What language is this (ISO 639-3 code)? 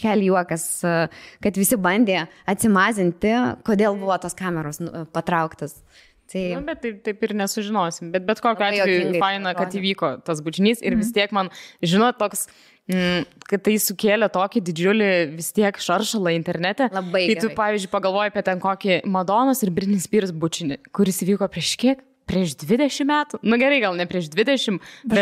lit